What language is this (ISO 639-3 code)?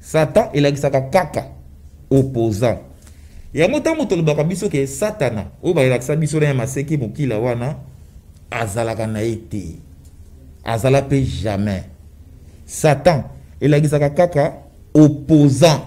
lin